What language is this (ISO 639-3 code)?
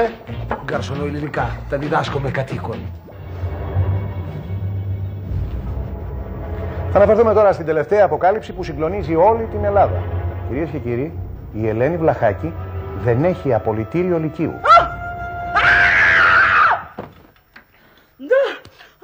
ell